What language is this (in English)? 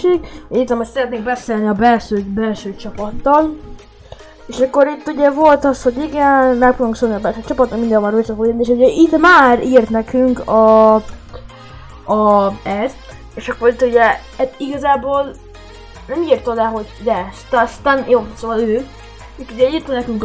Hungarian